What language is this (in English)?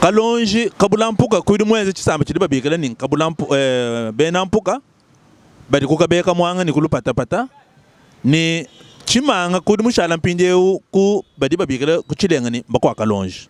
Luba-Lulua